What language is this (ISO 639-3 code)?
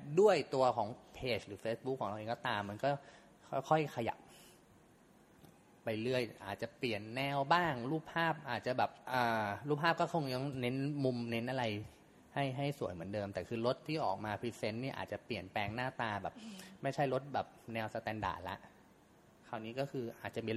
tha